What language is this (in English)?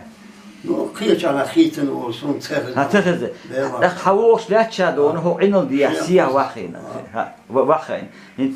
Chechen